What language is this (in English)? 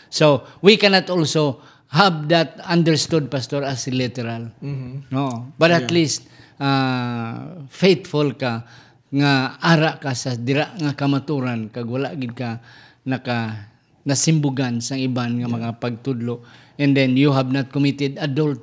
Hiligaynon